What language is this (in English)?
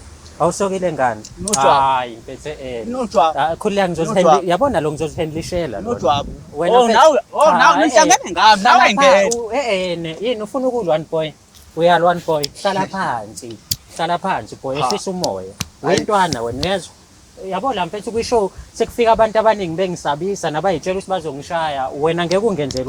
Zulu